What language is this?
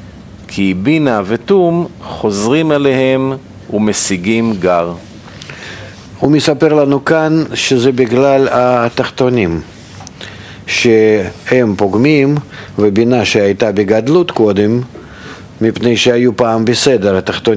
Hebrew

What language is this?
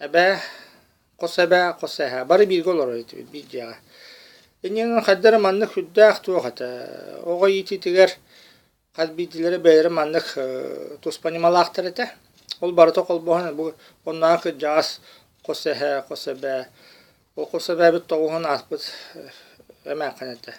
Yakut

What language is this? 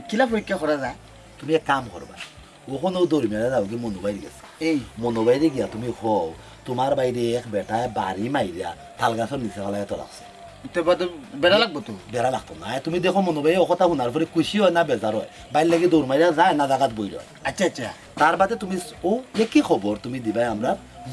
Sylheti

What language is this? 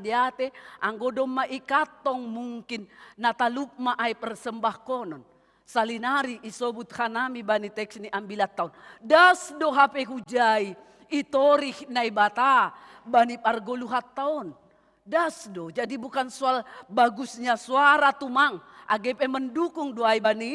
Batak Simalungun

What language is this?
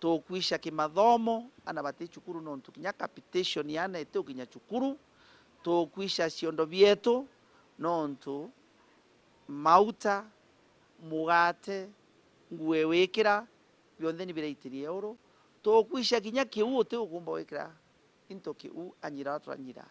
Meru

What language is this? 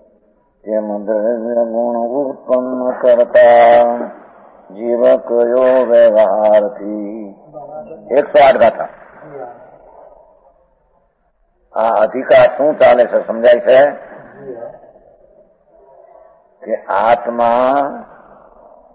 Gujarati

